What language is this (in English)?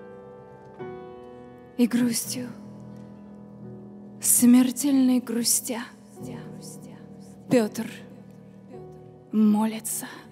Russian